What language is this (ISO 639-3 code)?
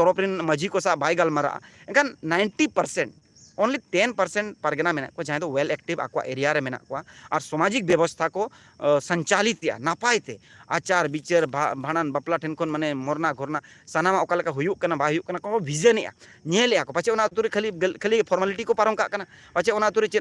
sat